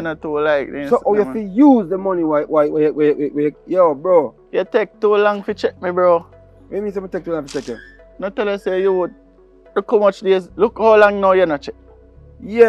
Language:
Jamaican Creole English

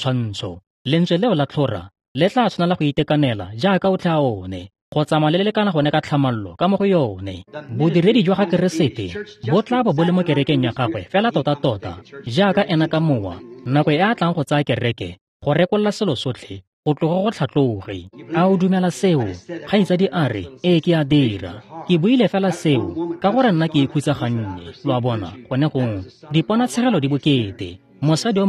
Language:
Tswana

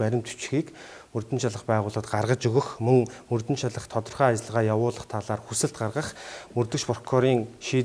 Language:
Mongolian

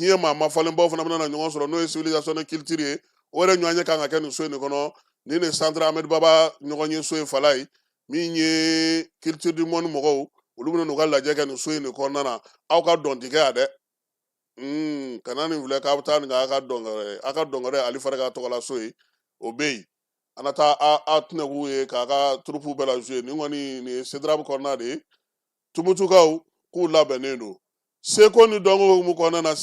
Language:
Bambara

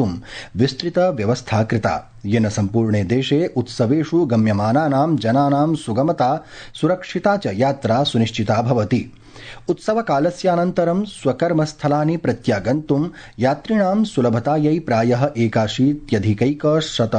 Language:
Sanskrit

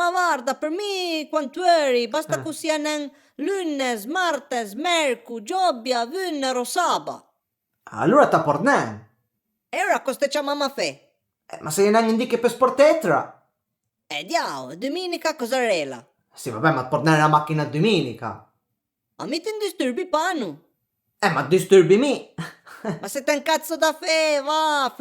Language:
Piedmontese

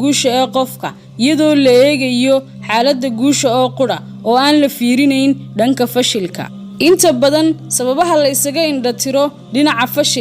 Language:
Somali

